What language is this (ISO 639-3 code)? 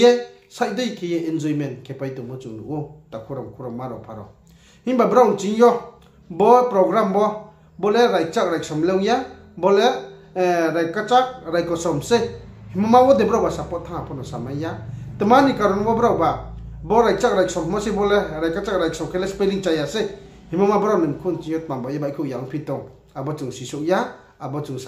ria